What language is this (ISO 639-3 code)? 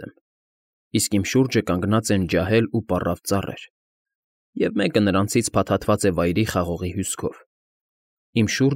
hye